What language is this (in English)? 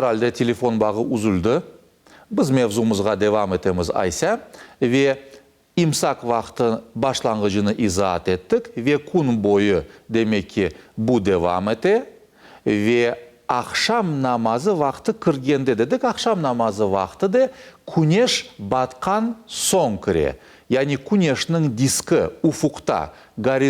Crimean Tatar